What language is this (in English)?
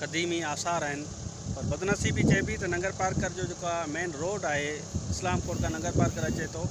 Sindhi